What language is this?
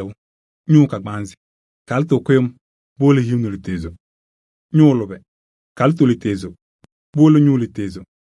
Kabiyè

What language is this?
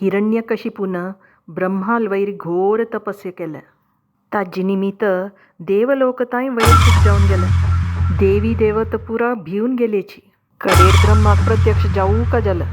Konkani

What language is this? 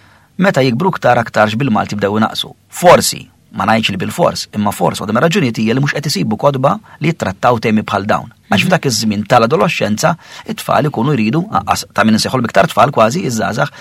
Maltese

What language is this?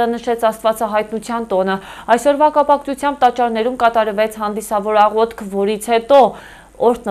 Armenian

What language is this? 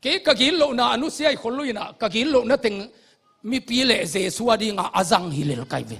Tedim Chin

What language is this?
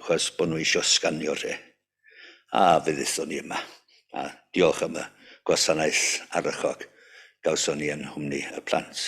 Welsh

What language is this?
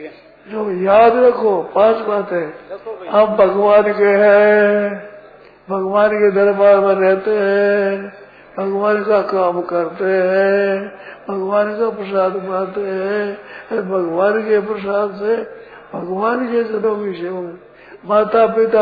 Hindi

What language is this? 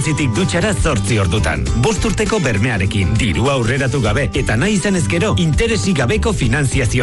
Basque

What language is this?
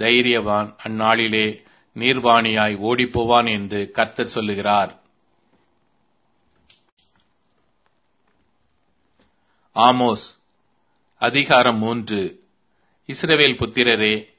Tamil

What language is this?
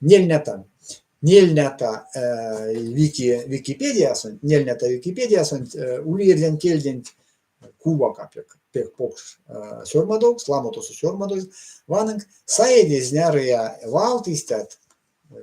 Erzya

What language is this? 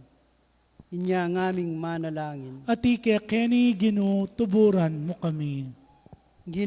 Pampanga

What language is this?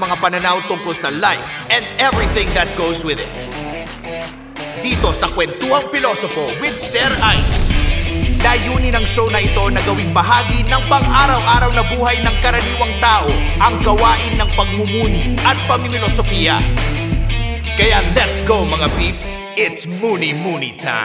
Filipino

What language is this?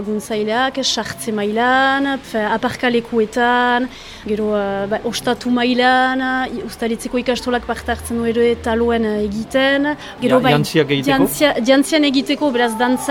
Basque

